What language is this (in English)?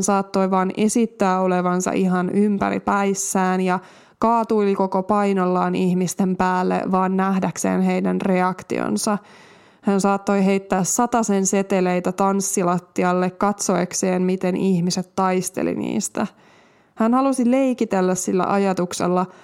Finnish